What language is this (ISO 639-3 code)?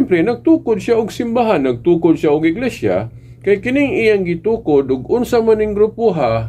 ceb